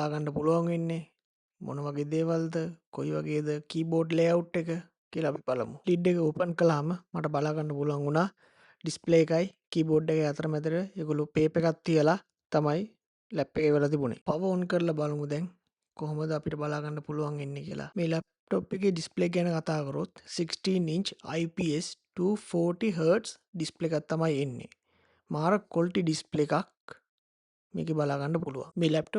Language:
Sinhala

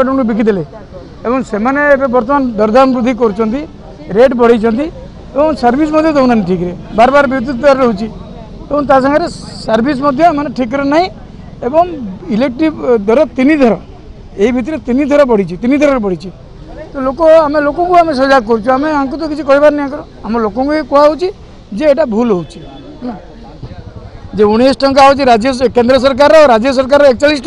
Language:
Odia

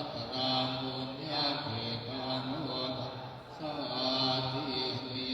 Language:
Pali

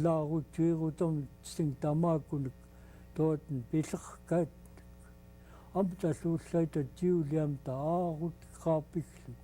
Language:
Central Yupik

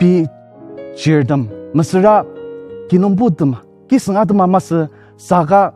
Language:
Ao Naga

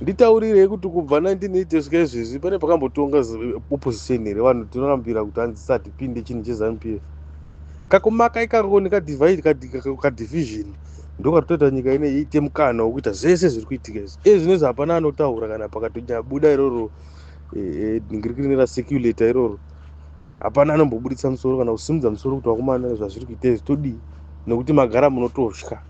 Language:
Shona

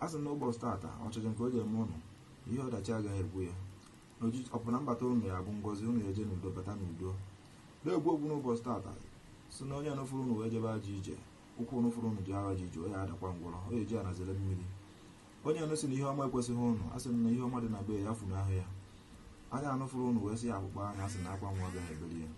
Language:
Igbo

